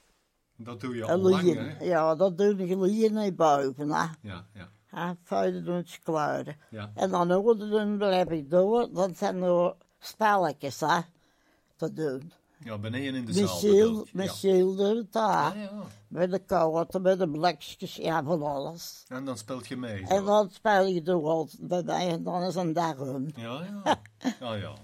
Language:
Dutch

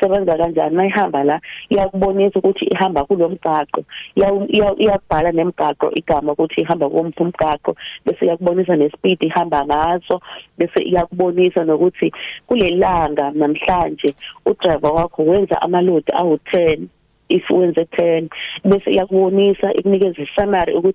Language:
South Ndebele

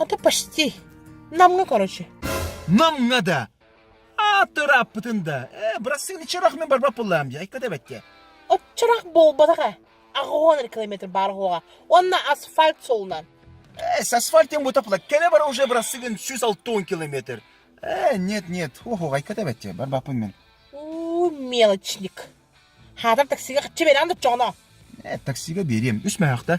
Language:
Yakut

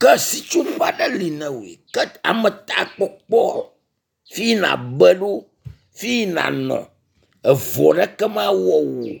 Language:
Ewe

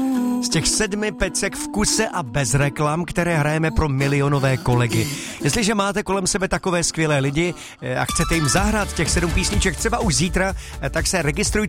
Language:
Czech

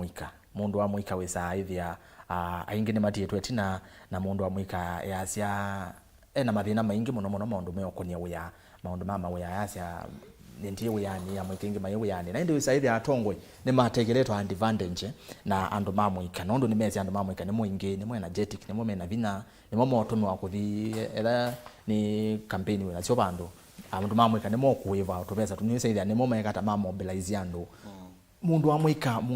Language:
Kamba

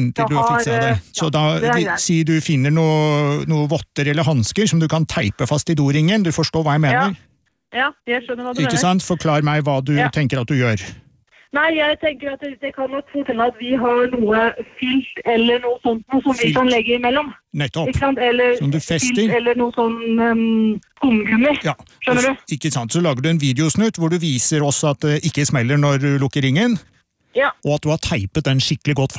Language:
Norwegian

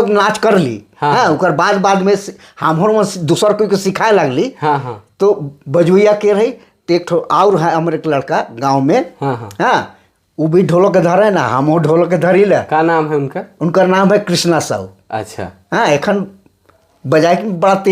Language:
Sadri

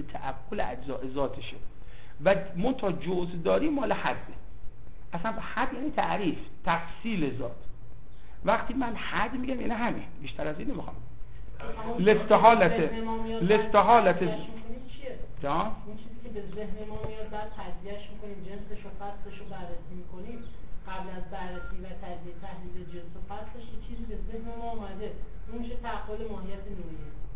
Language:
Persian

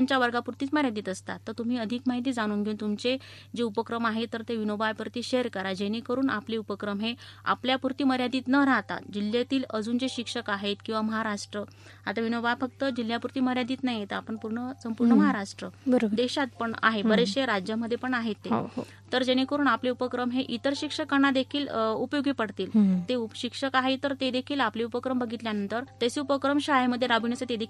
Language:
Marathi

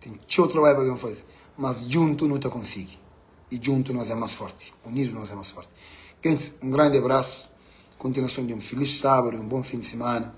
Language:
Kabuverdianu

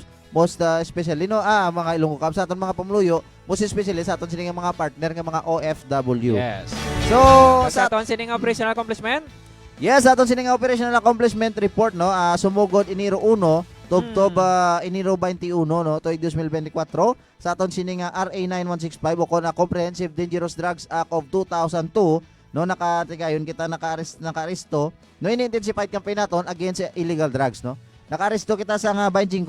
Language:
Hiligaynon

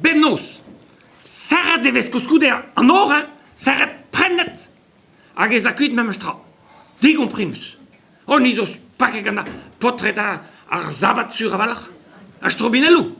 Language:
Breton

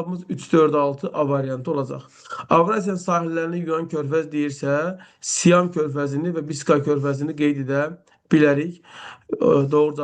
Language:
Azerbaijani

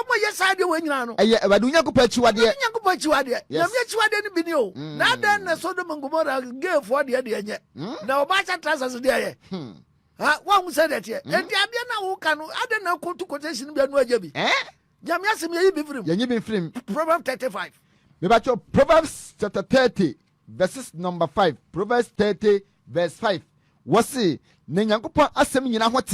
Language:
Akan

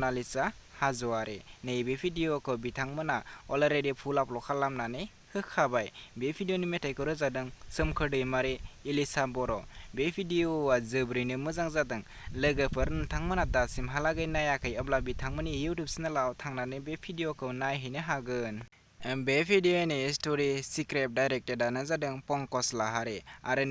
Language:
Bodo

